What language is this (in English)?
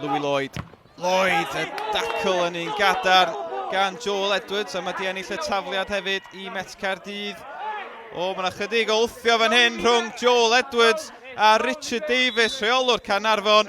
Welsh